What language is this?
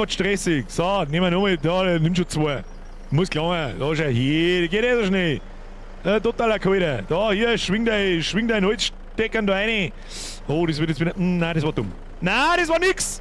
Bavarian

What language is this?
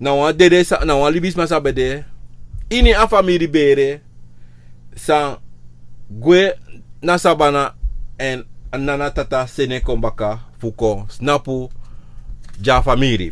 Sranan Tongo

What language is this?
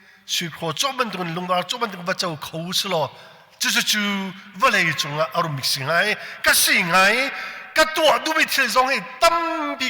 Hakha Chin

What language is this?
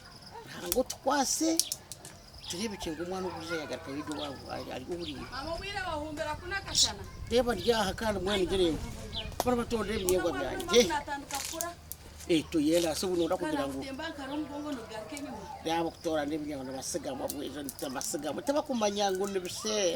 Nyankole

